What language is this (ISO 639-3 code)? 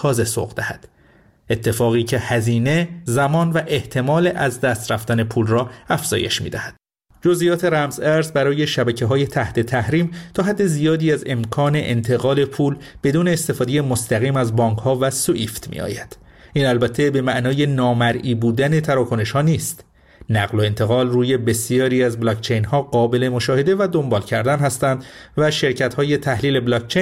fas